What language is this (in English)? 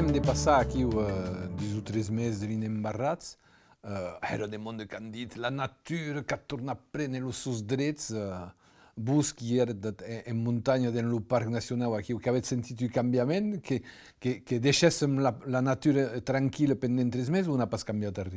Occitan